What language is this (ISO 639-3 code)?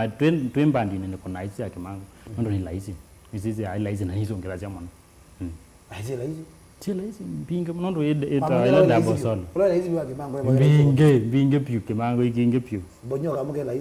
kam